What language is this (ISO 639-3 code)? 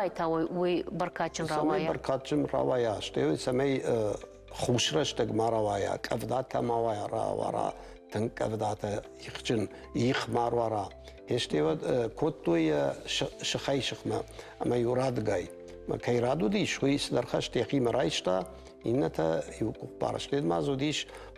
oss